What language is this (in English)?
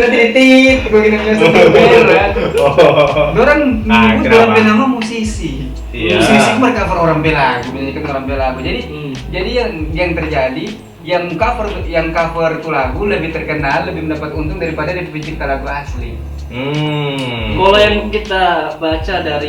Manado Malay